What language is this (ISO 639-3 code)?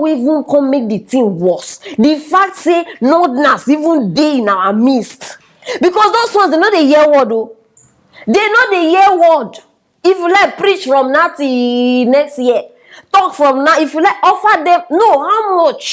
pcm